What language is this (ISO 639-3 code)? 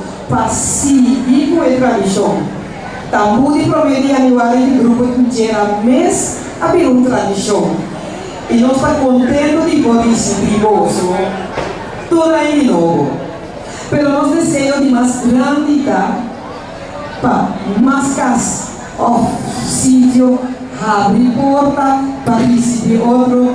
pap